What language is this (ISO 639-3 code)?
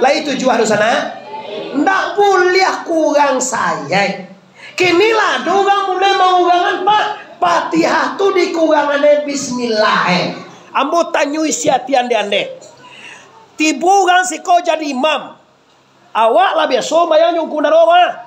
min